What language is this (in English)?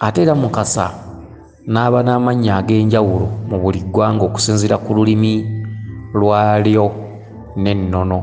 Ganda